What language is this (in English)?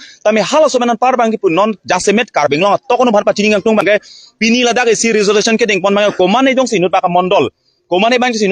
Karbi